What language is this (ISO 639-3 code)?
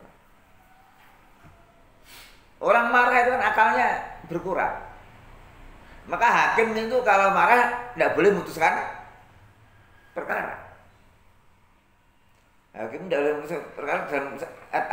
ind